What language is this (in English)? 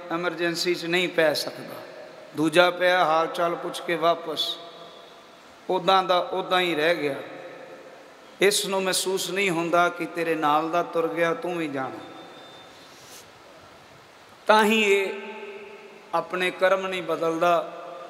Punjabi